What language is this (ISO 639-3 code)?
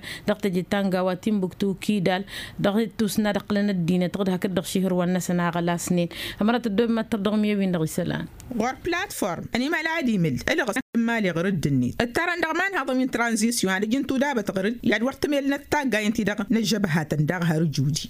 taq